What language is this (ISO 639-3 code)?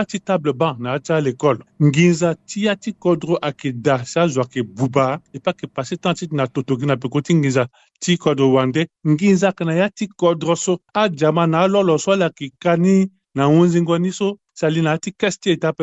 sag